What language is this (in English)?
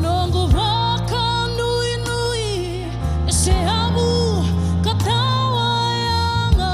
Fijian